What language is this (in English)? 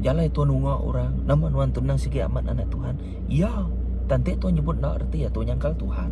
Iban